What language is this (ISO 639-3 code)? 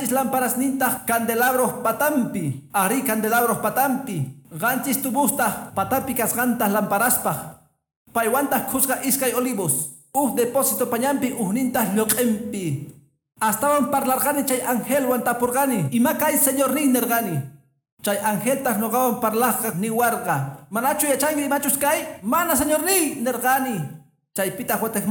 que